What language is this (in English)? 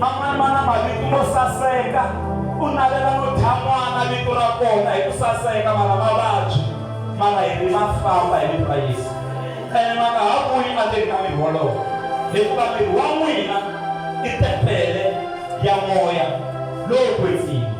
Tsonga